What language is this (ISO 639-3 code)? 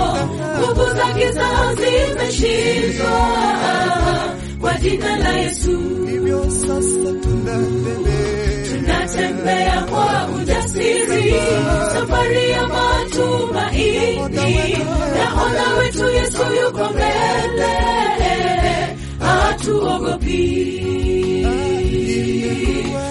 swa